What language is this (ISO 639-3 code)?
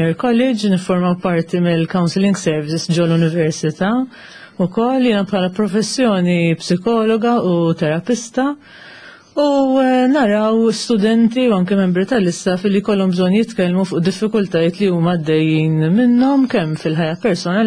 mlt